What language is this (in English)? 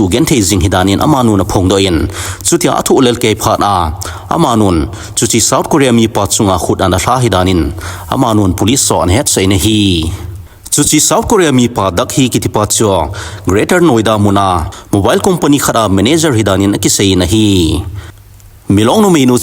Thado Chin